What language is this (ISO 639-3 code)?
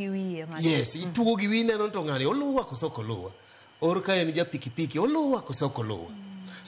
luo